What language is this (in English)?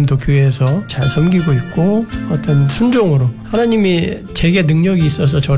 Korean